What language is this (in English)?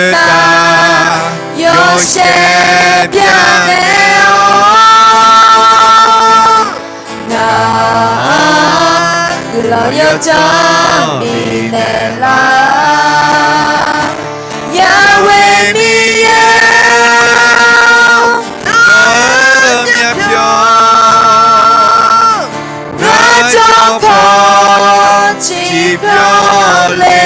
Akha